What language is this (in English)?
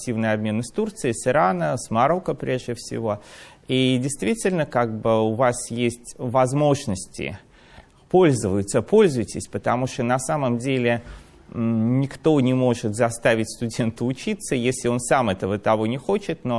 Russian